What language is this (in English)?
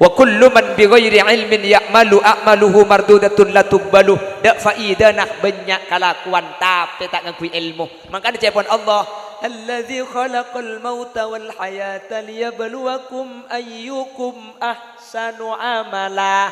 Madurese